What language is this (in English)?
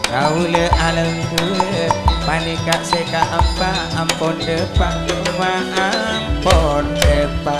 Madurese